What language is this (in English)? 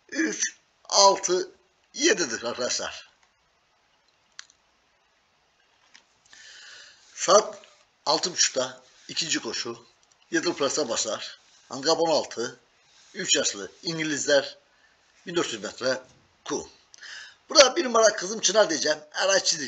Turkish